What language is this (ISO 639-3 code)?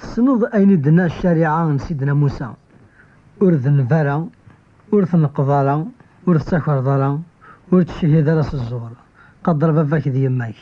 kab